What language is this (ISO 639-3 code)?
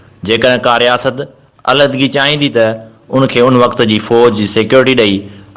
snd